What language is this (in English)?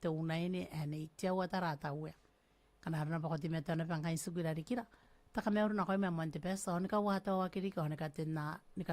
Gilbertese